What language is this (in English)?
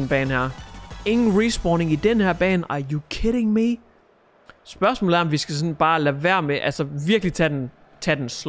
Danish